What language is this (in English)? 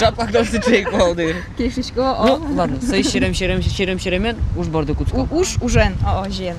Udmurt